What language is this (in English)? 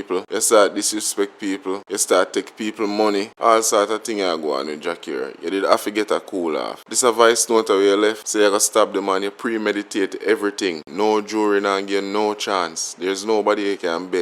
Jamaican Creole English